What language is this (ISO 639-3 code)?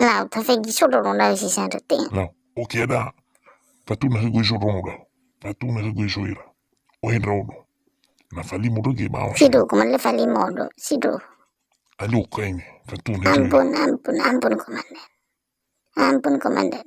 nia